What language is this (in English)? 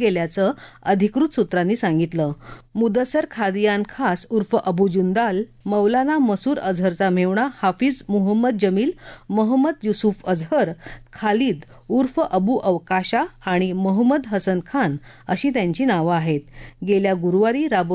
Marathi